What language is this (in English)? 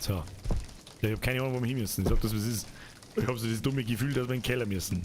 Bavarian